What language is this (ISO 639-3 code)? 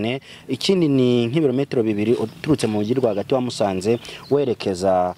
kin